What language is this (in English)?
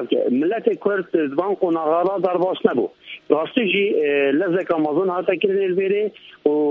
Kurdish